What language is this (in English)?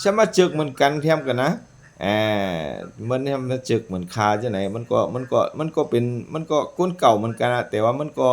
Shan